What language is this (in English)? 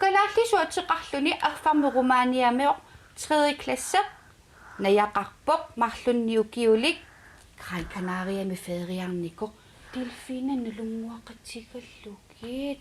Kalaallisut